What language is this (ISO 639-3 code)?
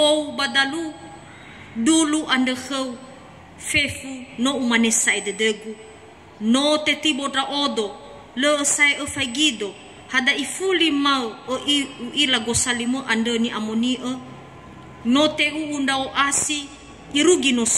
nia